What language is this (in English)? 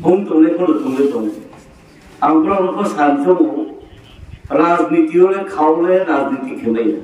Riang (India)